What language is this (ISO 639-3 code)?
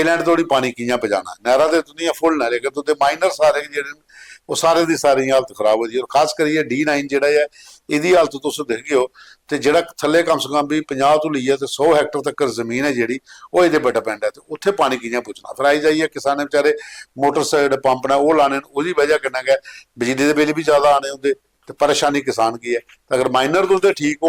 doi